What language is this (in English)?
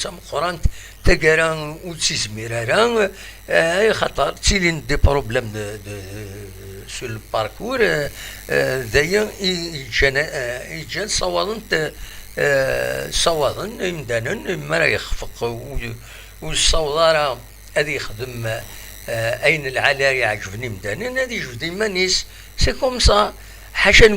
Kabyle